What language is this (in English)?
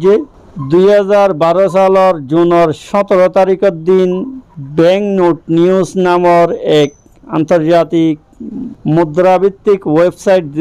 Rohingya